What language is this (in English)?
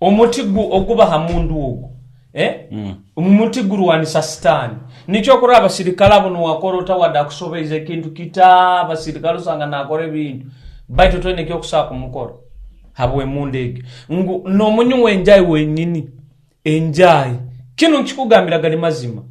Nyoro